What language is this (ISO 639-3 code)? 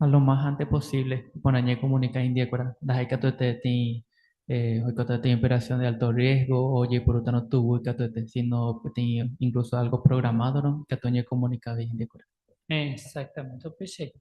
grn